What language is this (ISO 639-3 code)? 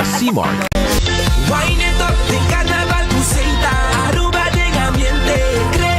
pap